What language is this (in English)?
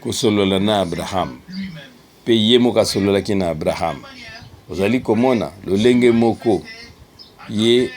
Lingala